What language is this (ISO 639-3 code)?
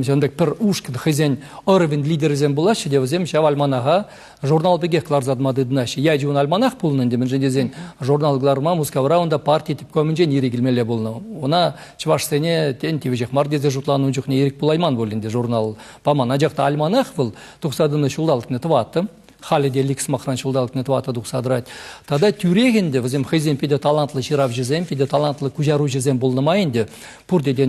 chv